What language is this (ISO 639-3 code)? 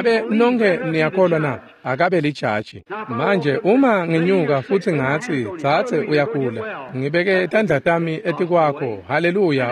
ssw